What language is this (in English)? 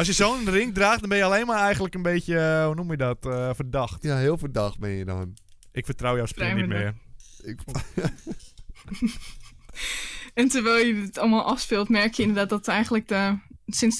Dutch